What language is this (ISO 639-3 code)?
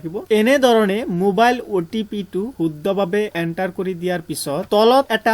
asm